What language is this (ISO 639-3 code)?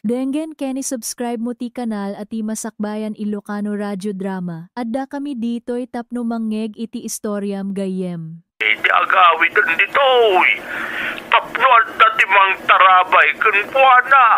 ilo